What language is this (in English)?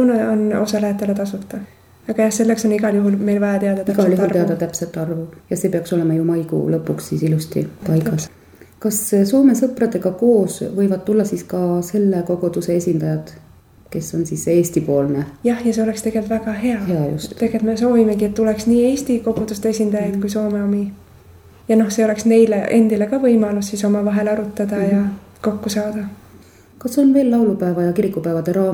Estonian